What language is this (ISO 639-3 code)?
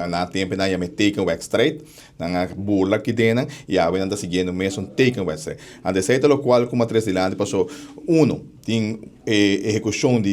pap